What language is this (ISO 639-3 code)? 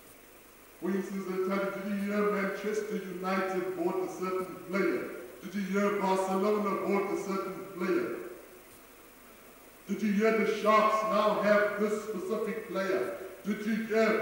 eng